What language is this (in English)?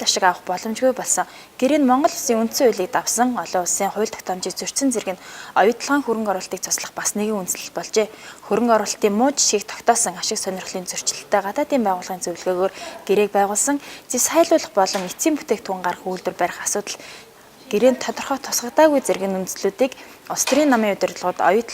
Mongolian